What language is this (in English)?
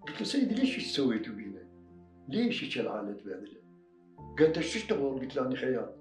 Mesopotamian Arabic